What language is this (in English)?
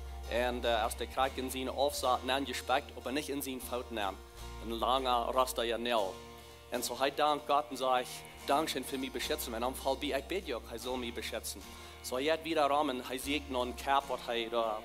Plautdietsch